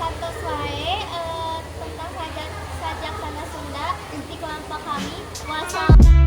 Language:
Sundanese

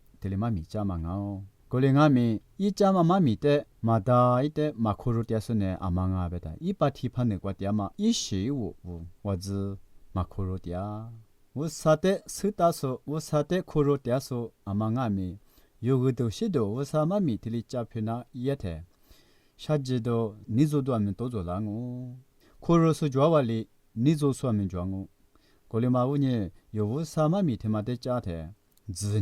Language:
Lisu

